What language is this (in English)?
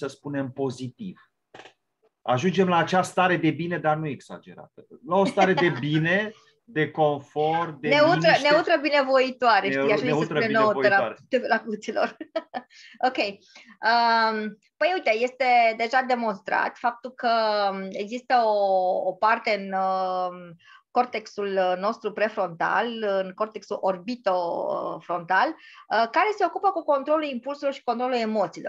Romanian